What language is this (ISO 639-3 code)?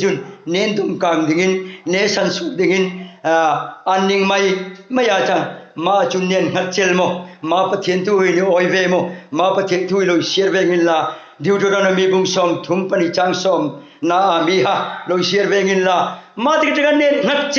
hmr